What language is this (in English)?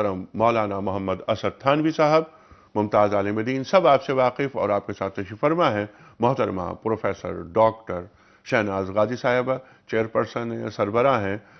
Urdu